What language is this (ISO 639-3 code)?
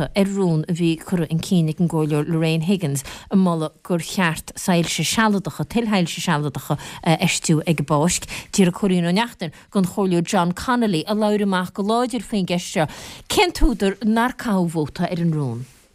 gle